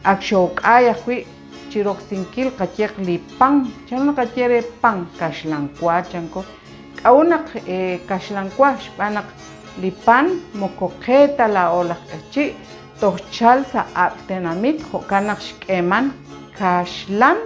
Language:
Kekchí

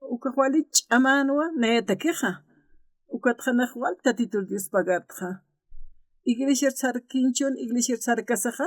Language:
Aymara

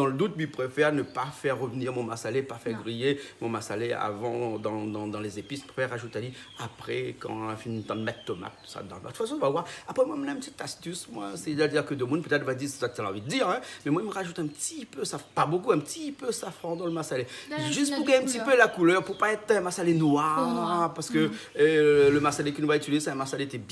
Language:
Réunion Creole French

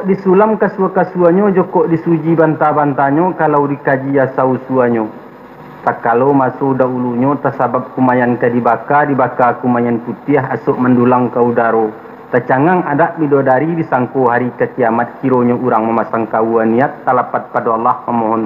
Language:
Minangkabau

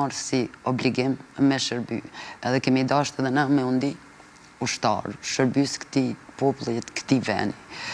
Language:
Albanian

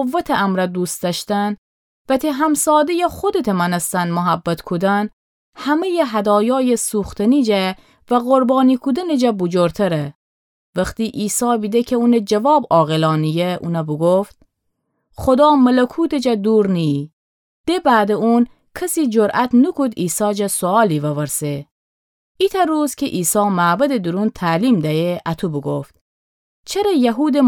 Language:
Gilaki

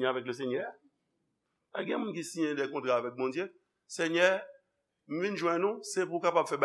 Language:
Haitian Creole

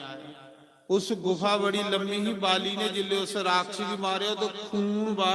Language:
Dogri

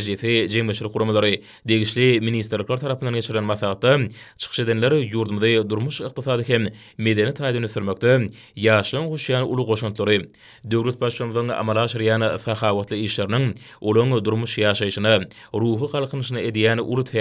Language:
Turkmen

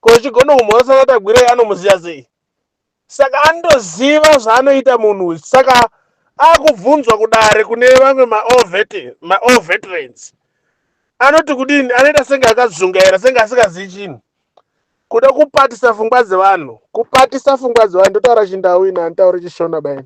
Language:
Shona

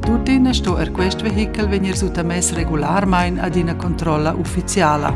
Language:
Romansh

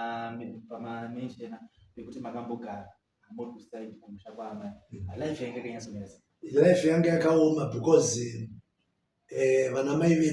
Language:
Shona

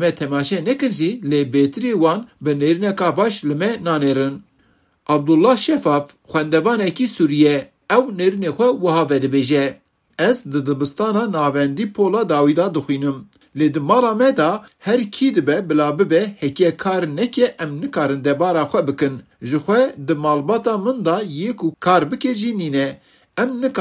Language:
Kurdish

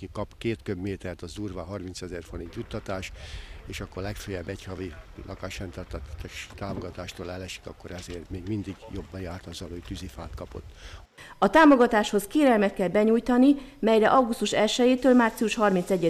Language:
Hungarian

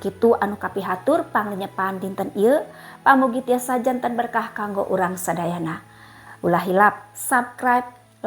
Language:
Sundanese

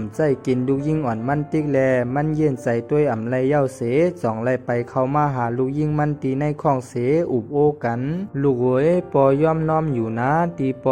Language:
Shan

